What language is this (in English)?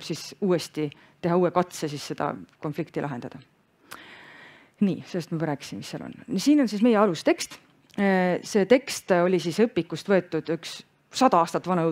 Estonian